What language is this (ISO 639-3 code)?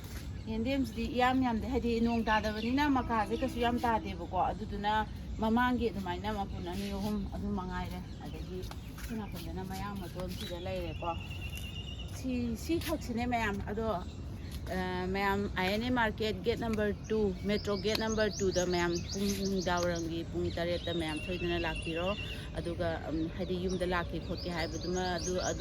mni